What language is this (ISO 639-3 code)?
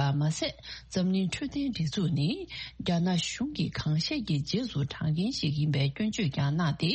bod